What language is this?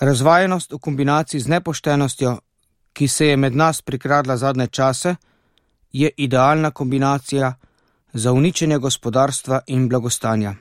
Slovenian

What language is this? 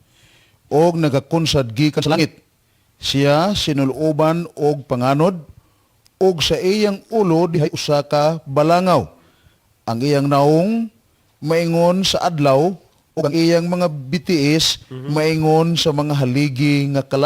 Cebuano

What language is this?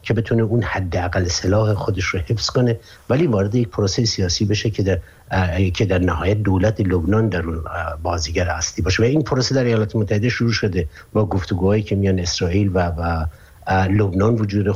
Persian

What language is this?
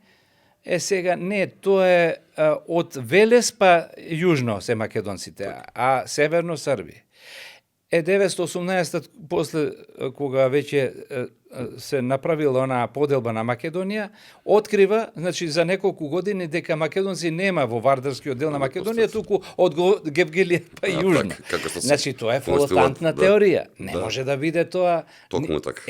Macedonian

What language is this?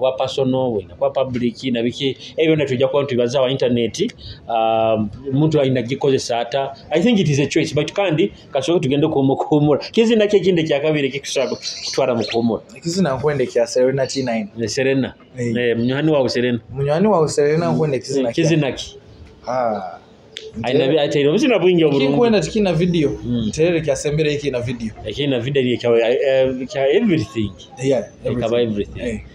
Nyoro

